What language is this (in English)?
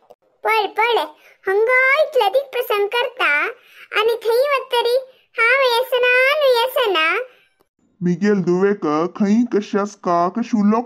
Konkani